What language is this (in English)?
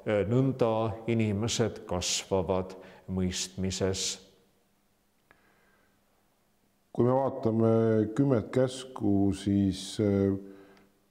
Estonian